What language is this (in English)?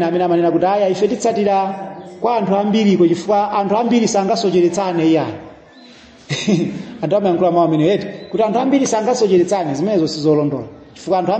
Nyanja